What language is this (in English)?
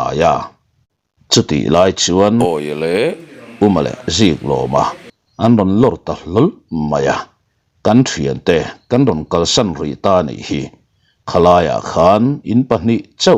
Mizo